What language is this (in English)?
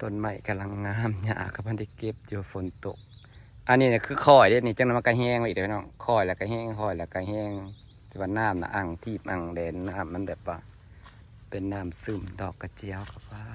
Northeastern Thai